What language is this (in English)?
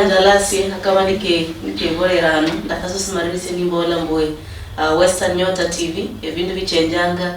Luyia